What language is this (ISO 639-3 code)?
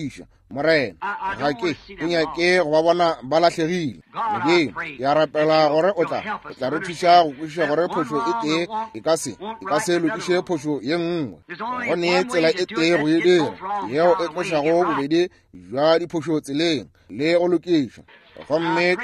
nso